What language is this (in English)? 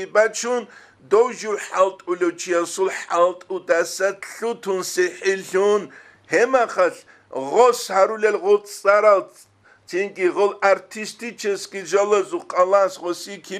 Avaric